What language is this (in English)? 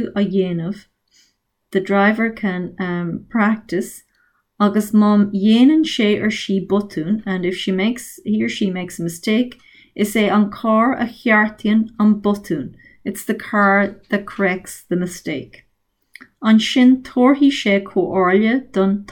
Irish